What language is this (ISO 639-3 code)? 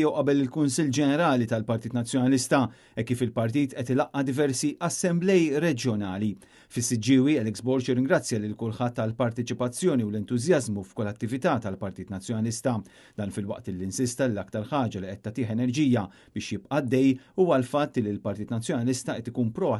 mlt